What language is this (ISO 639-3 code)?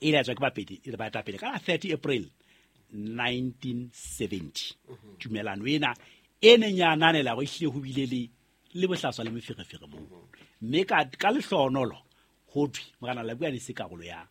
sot